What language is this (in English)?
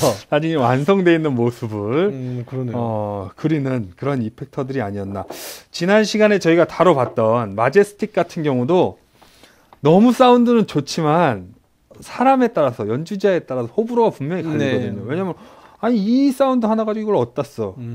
Korean